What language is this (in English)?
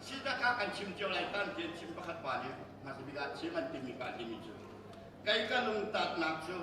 Hakha Chin